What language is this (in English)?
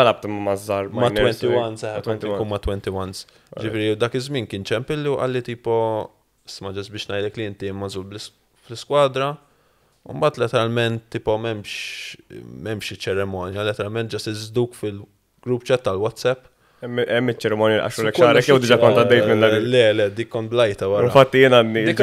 Maltese